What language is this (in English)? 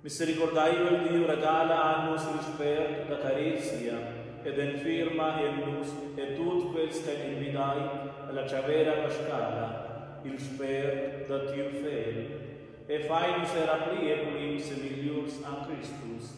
Romansh